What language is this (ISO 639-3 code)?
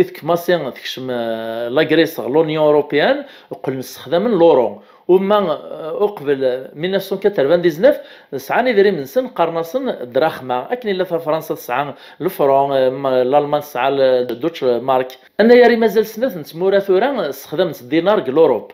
kab